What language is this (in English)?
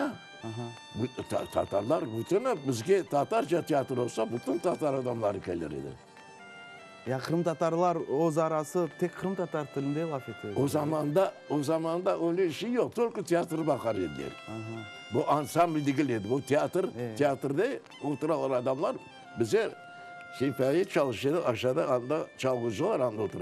Crimean Tatar